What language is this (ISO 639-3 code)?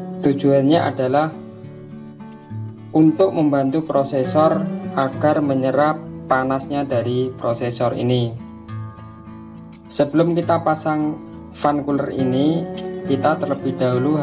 ind